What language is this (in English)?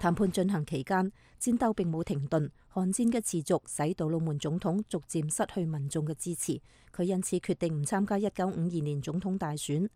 Cantonese